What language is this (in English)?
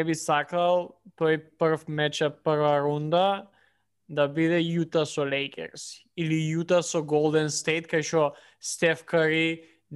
Macedonian